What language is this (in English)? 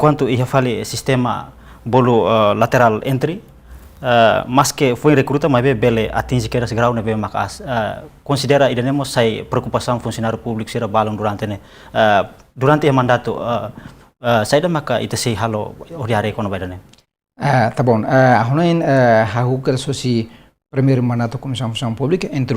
Tetum